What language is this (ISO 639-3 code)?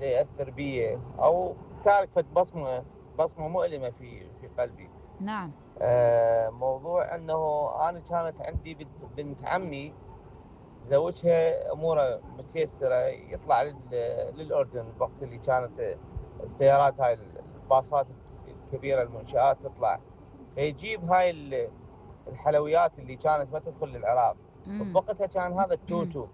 acm